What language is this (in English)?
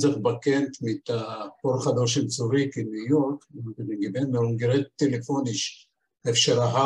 Yiddish